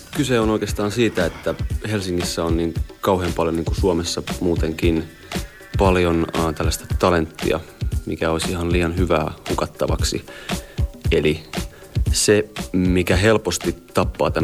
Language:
Finnish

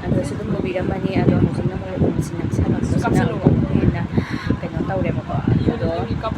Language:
Manipuri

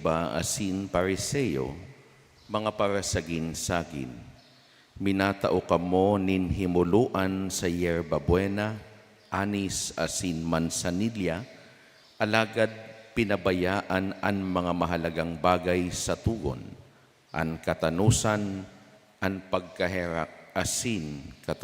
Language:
Bikol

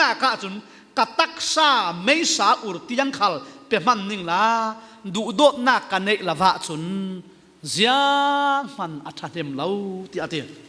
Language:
Falam Chin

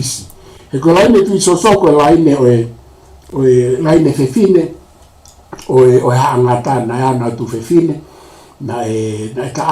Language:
Tongan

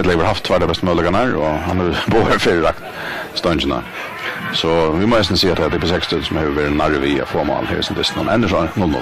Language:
Faroese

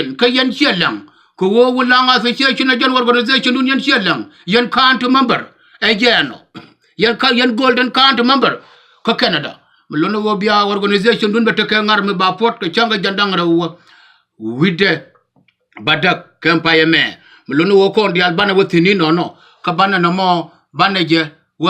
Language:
Nuer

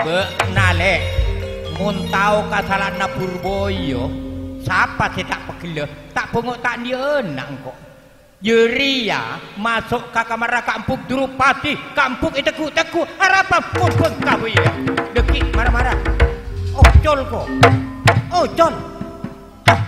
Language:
Madurese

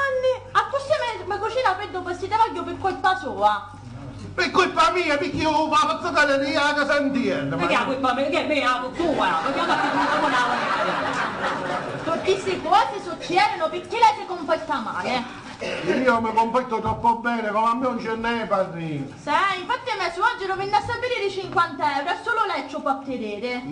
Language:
Sicilian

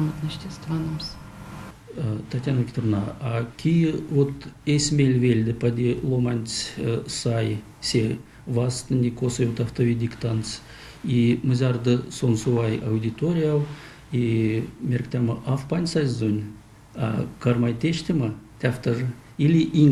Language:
Erzya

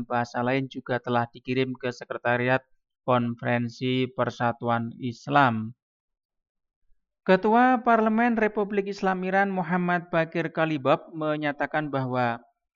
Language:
Indonesian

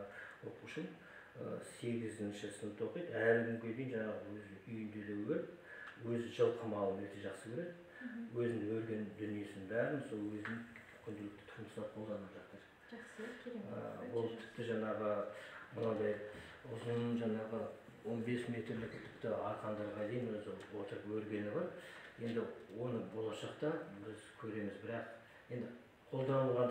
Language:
Kazakh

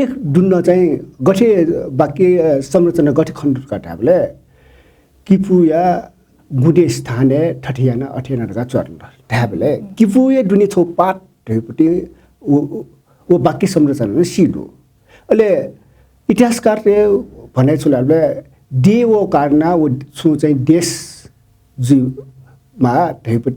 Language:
Newari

